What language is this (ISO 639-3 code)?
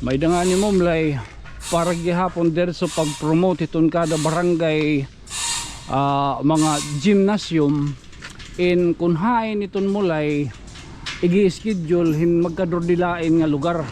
war